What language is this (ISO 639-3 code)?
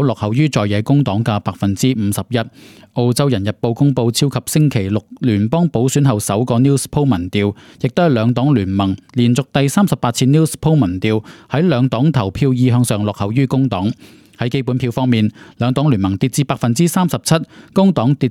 yue